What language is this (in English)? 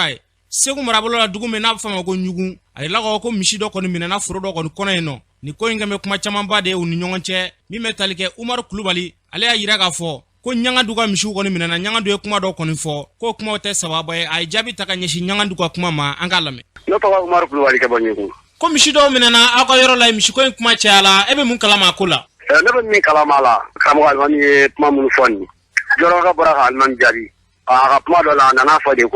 Bambara